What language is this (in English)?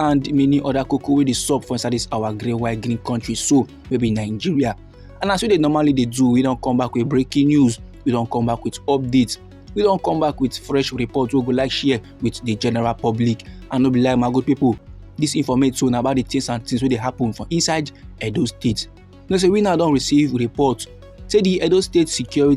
Nigerian Pidgin